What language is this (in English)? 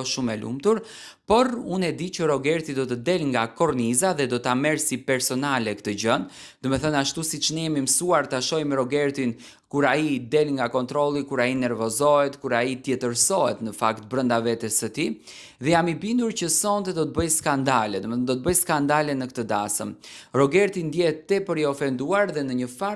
Albanian